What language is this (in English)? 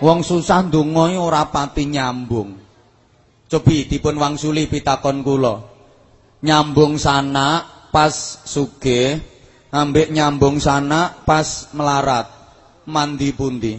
Javanese